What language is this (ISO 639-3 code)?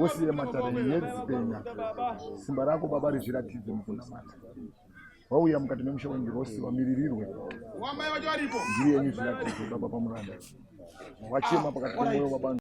sna